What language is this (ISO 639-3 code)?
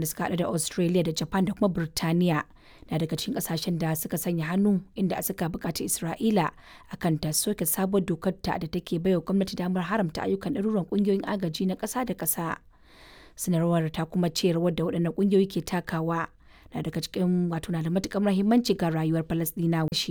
hau